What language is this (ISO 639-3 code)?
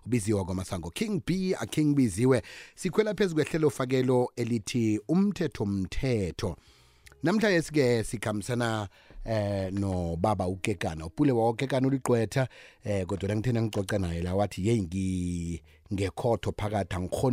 nbl